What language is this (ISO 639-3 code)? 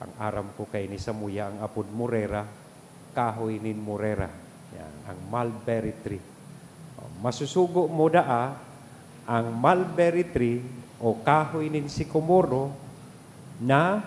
bik